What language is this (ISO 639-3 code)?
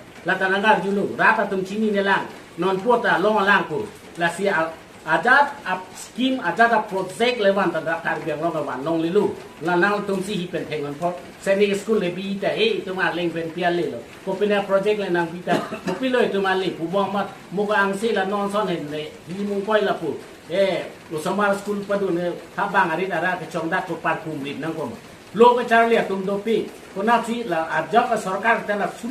mjw